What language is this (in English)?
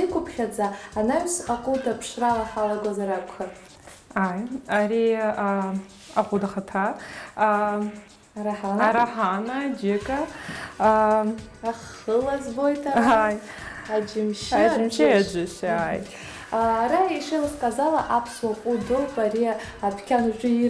Abkhazian